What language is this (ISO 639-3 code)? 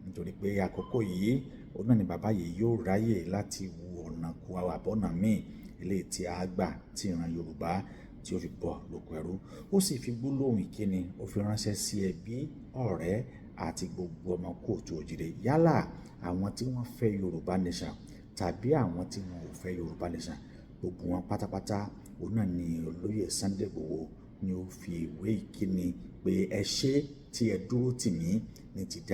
yor